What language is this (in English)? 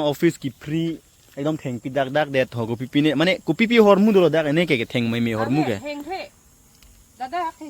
Karbi